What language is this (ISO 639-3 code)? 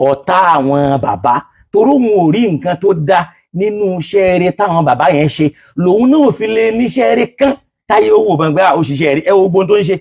yor